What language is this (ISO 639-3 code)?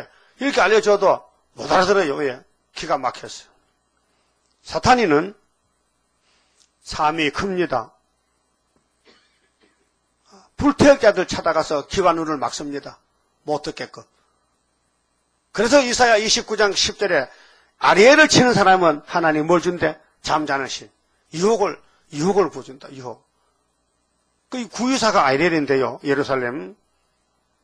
kor